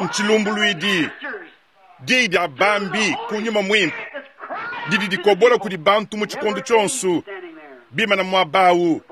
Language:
Luba-Lulua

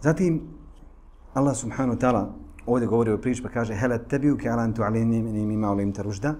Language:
Bosnian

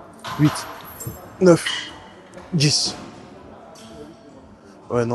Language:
French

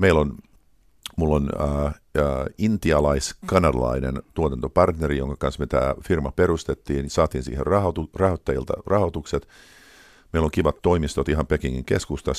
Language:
Finnish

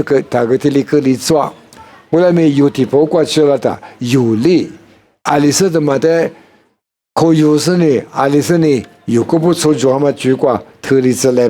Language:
Lisu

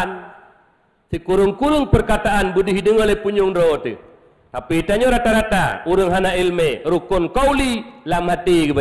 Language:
Achinese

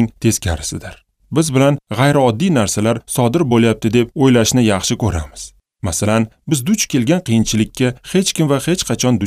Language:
Uzbek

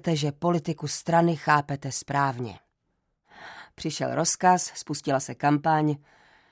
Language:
Czech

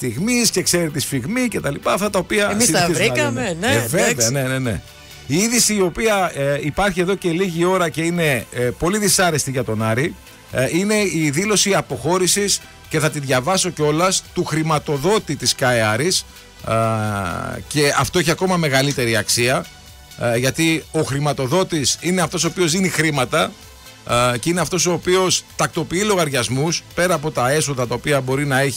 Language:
Greek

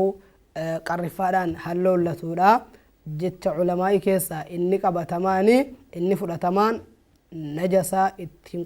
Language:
Oromo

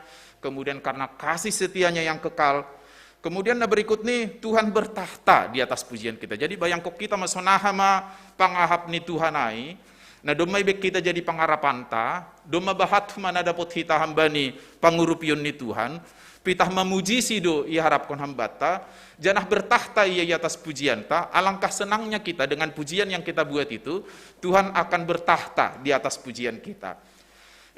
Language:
Batak Simalungun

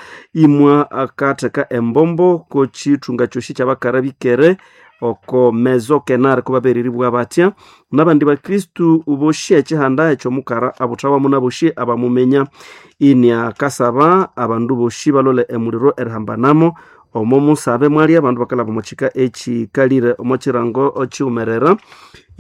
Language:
Nande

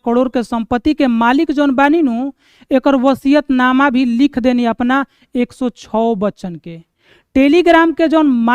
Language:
Bhojpuri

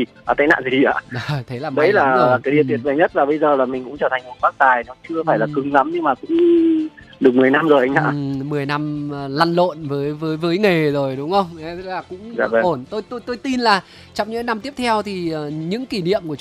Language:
Vietnamese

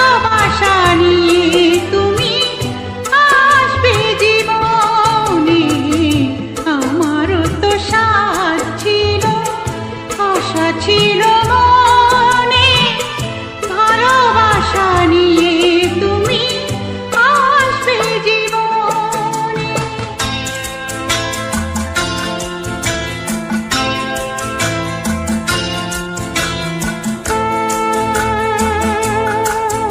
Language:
Bangla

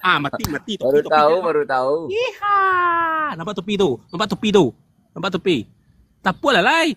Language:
Minangkabau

